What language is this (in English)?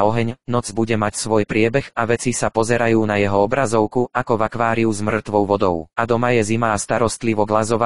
Slovak